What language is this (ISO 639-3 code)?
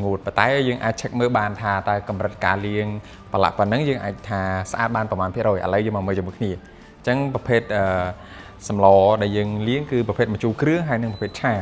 khm